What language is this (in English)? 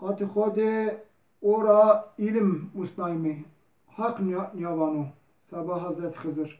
Zaza